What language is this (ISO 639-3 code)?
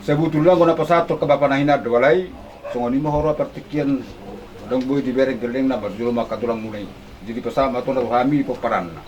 bbc